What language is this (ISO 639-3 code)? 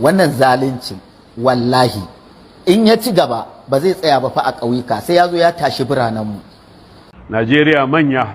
hau